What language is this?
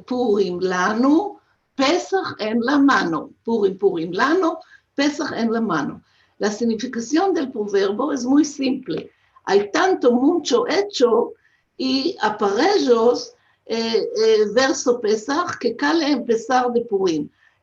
Ladino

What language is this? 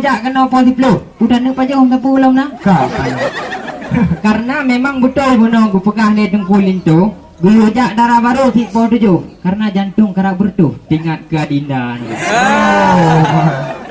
Achinese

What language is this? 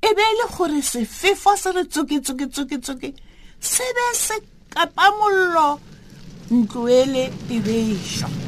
Tswana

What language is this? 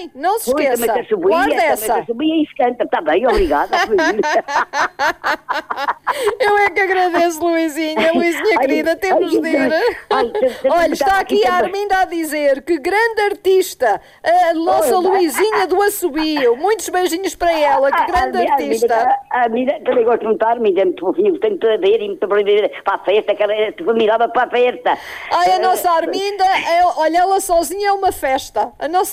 Portuguese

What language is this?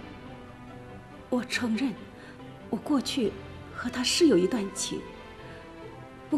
Chinese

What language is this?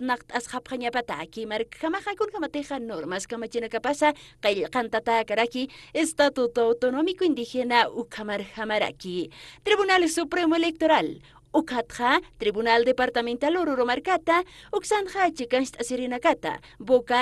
Aymara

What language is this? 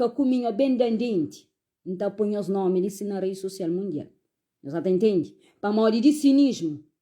Kabuverdianu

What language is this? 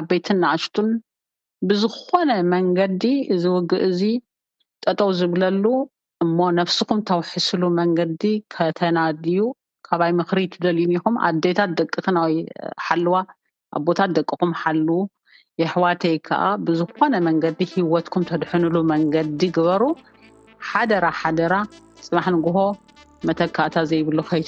Tigrinya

